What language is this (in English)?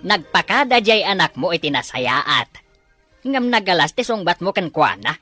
Iloko